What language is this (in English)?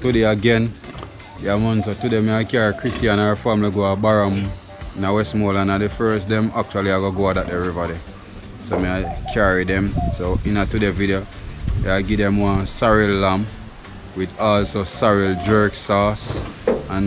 Jamaican Creole English